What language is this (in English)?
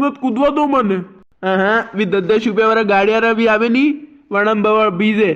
Rajasthani